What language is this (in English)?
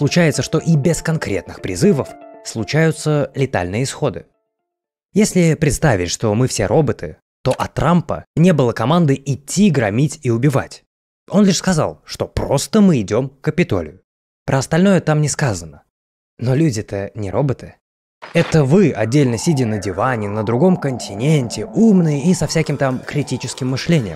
Russian